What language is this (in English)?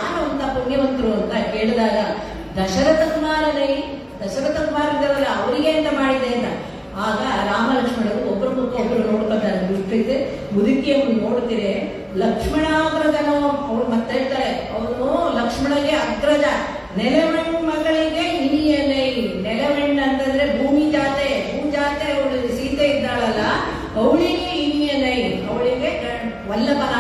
Kannada